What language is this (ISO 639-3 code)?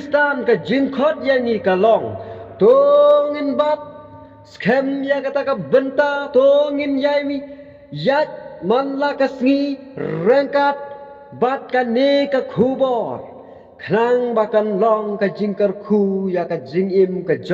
kha